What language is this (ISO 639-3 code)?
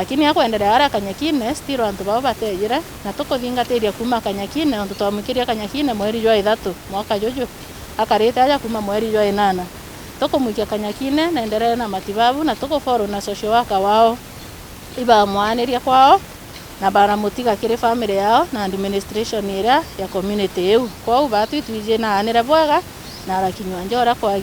mer